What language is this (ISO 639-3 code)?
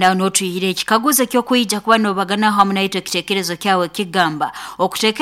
nyo